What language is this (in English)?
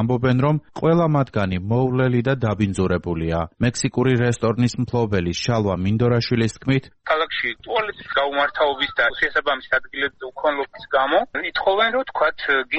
Georgian